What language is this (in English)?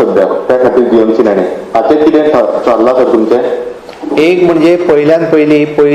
Konkani